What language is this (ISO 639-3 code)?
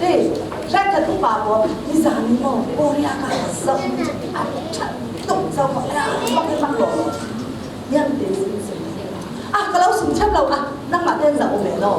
cfm